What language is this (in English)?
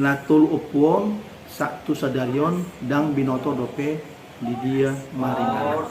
Batak Toba